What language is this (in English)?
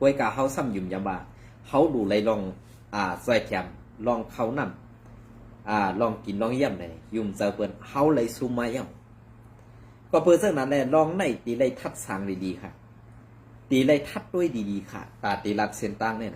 Shan